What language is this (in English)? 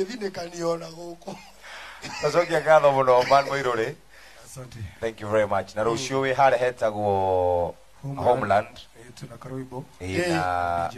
Kikuyu